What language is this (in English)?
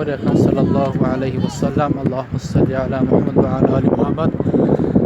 Tajik